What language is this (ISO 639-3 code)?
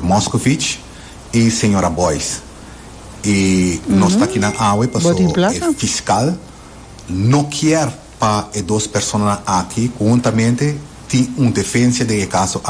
pap